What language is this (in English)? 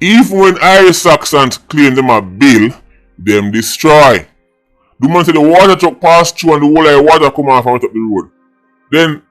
Jamaican Creole English